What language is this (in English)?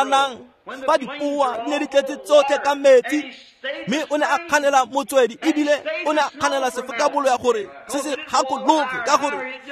Tswana